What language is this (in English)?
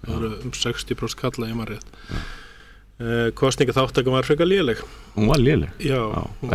Icelandic